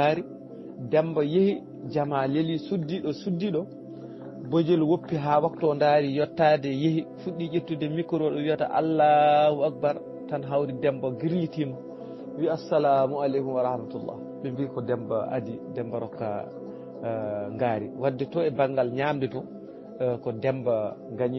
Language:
Fula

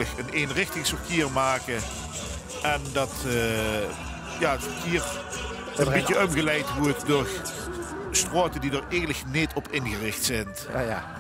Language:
Limburgish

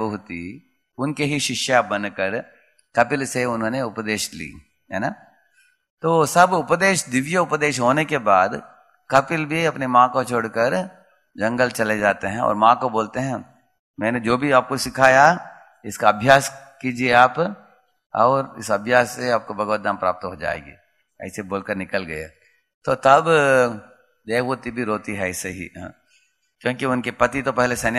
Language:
Hindi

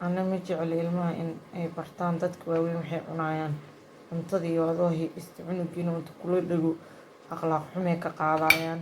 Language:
Somali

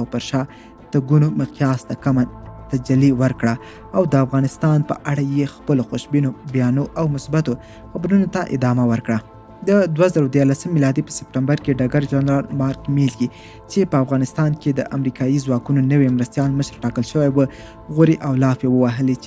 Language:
Pashto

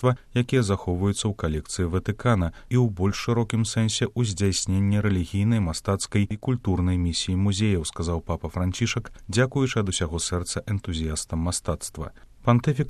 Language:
Belarusian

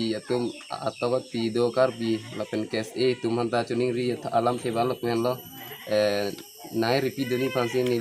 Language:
Karbi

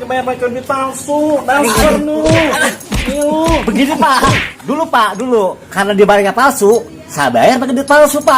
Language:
Betawi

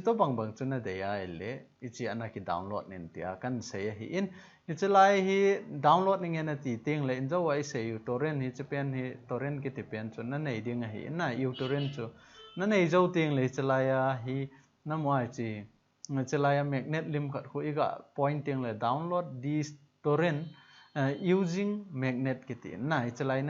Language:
Thado Chin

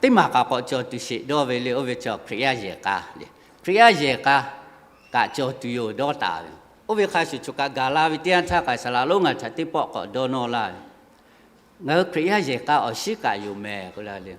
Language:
Lahu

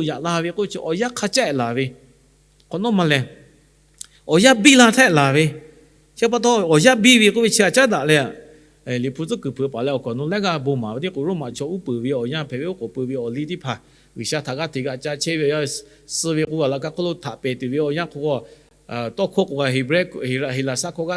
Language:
Lahu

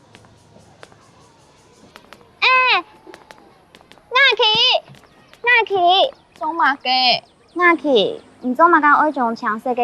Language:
Hakka Chinese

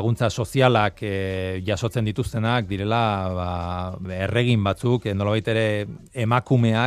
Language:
Basque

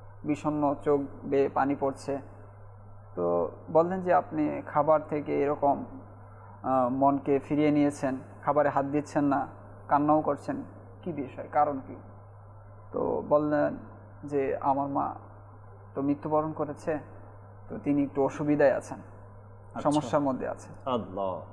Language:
Bangla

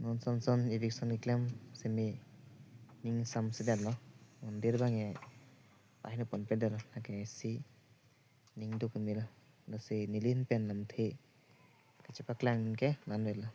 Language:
Karbi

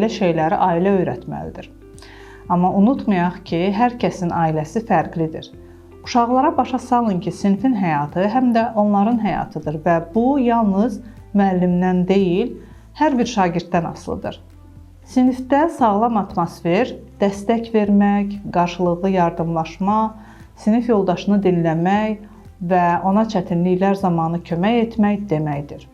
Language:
Azerbaijani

